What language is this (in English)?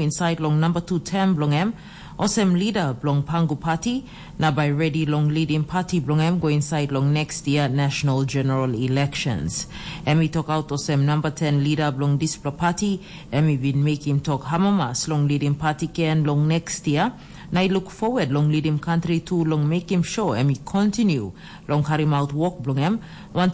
Tok Pisin